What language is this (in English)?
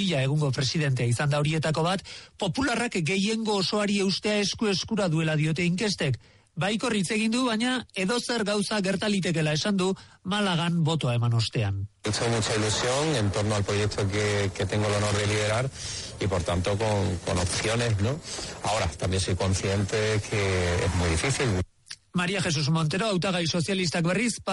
Basque